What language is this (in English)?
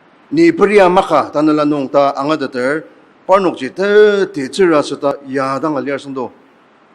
Ao Naga